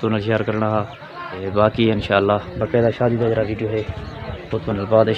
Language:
Saraiki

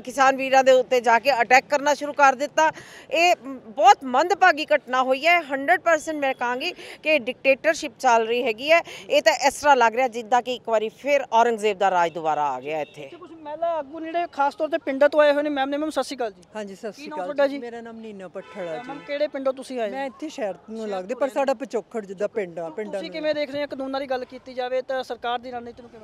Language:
Punjabi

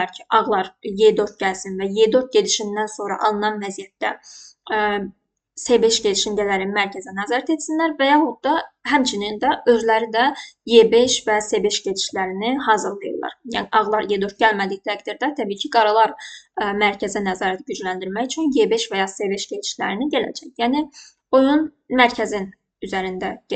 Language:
Azerbaijani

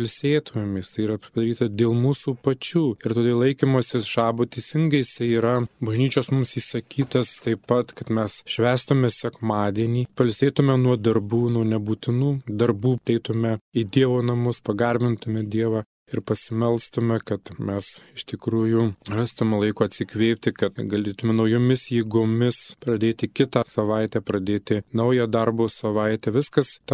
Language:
Lithuanian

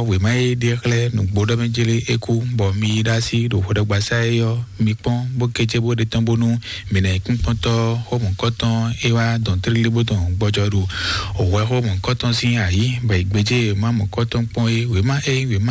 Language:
Fon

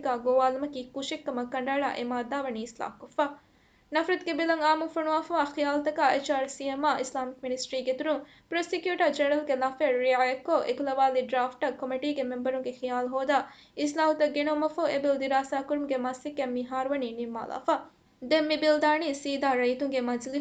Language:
Divehi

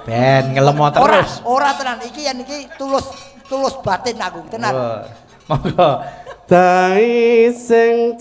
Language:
Javanese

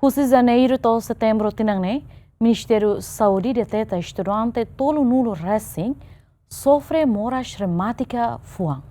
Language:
Tetum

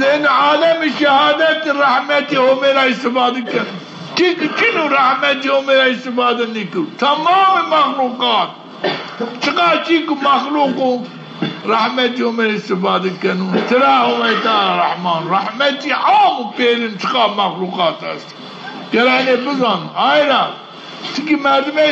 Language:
Zaza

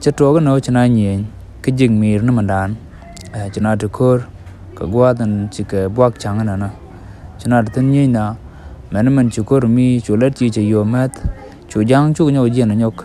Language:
Nuer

